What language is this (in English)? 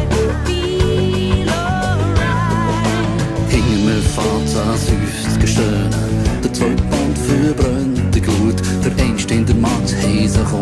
Swiss German